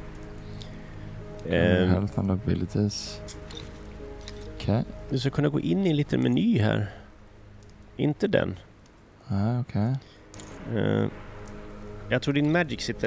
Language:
Swedish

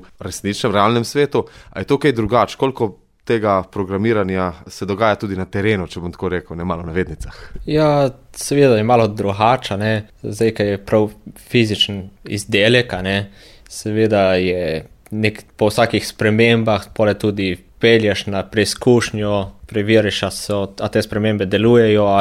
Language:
Slovenian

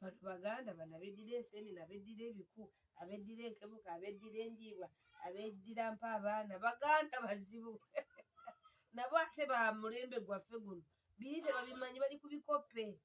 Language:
Ganda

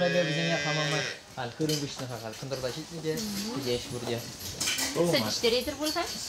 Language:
Chuvash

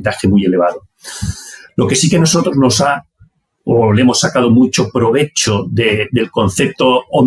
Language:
Spanish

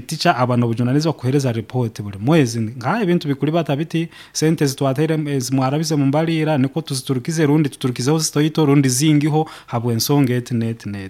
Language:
Nyoro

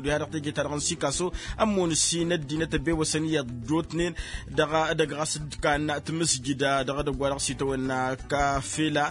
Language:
Tamasheq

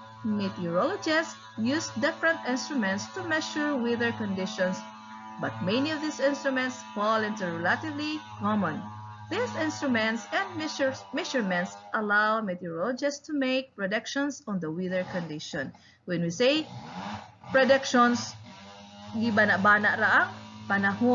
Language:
Cebuano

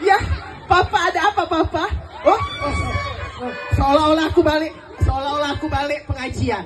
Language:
Musi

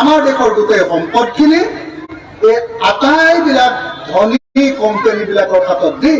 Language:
Assamese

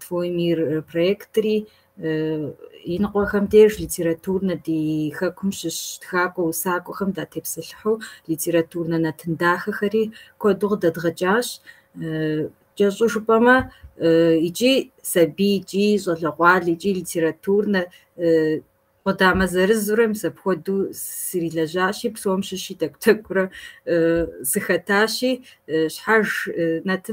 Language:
Kabardian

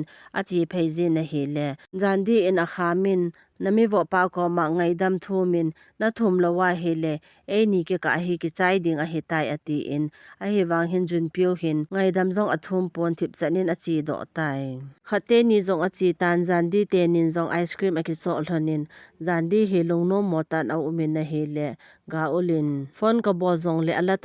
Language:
Thado Chin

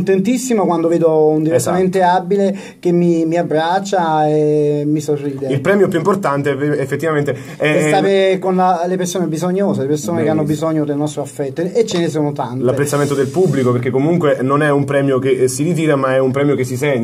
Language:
Italian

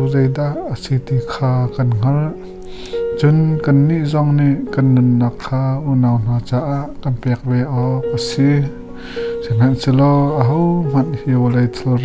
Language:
Hakha Chin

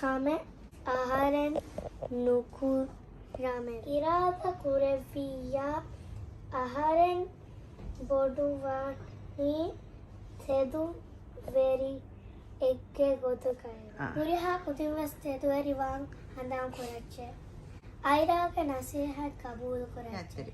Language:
Divehi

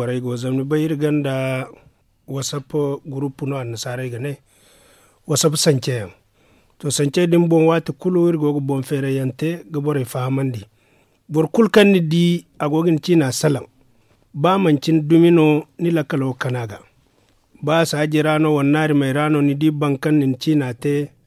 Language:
Zarma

